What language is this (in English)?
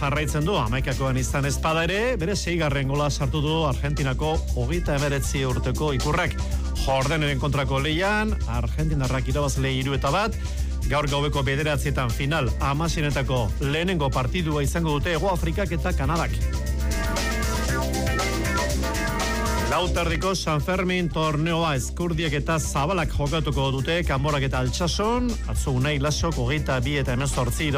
Basque